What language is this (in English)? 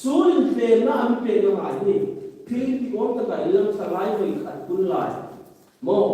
Hmar